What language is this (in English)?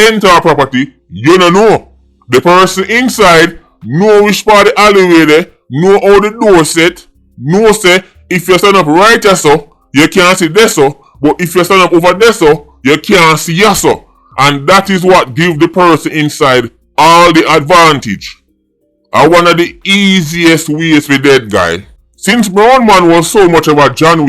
Jamaican Creole English